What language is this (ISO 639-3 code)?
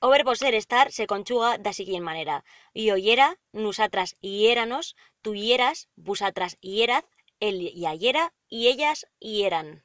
arg